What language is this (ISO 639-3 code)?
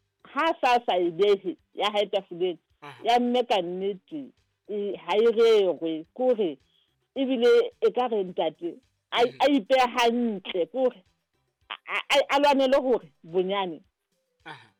sot